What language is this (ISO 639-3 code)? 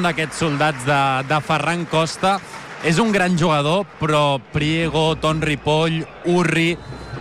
cat